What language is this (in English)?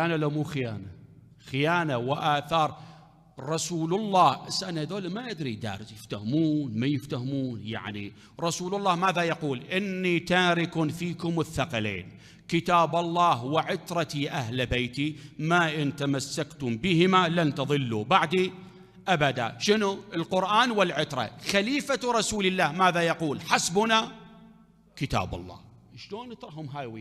Mesopotamian Arabic